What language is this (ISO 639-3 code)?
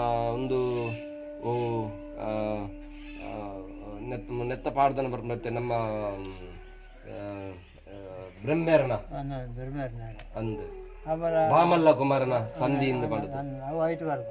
tcy